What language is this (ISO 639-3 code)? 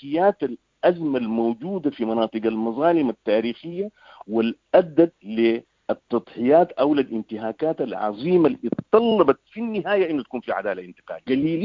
apd